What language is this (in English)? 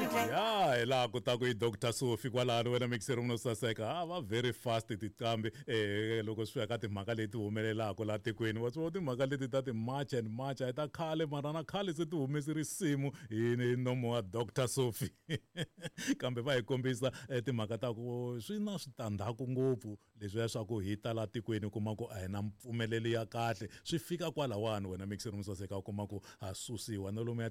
Tsonga